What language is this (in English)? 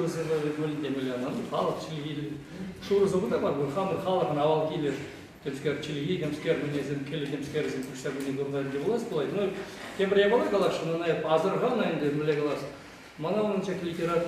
Chuvash